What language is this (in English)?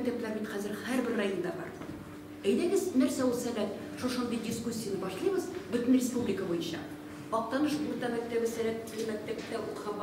Tatar